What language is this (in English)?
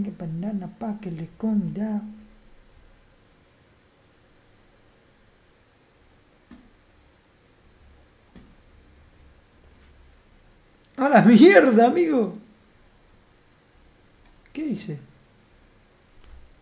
Spanish